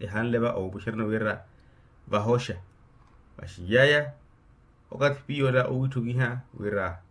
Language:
Makhuwa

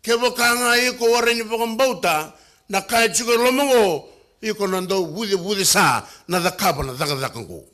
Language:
Fijian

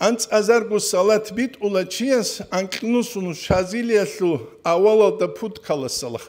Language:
Avaric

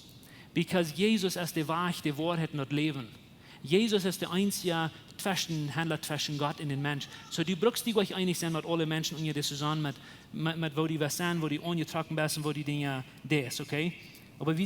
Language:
Plautdietsch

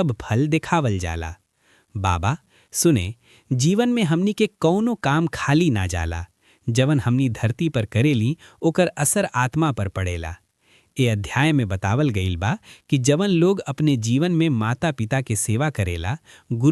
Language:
Bhojpuri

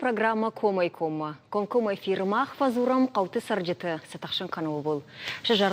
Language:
Ossetic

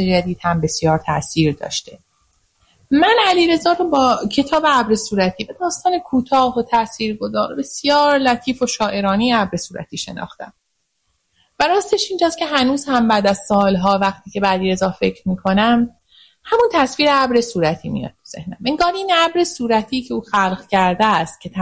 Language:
Persian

